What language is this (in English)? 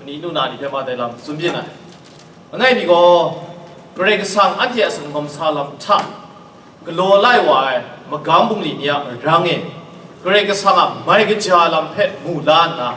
Kachin